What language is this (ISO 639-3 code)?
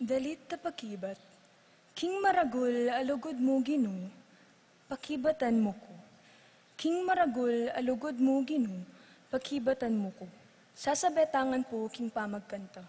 pam